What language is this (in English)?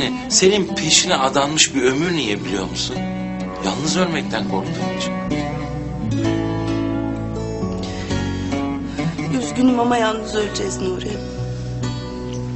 Turkish